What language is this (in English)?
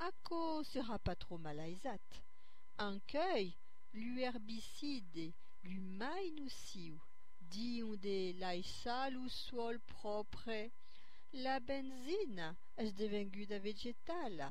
Occitan